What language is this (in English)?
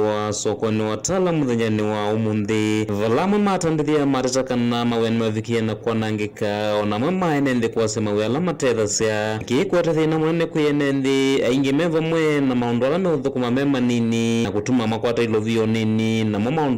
Kamba